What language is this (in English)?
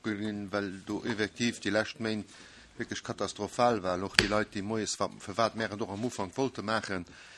Luxembourgish